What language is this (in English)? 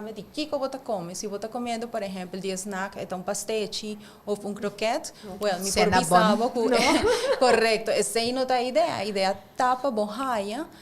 Papiamento